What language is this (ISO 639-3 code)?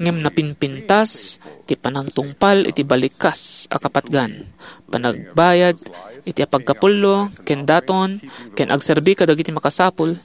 ilo